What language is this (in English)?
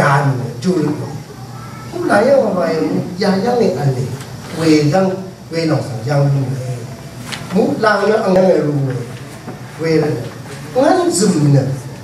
Rawang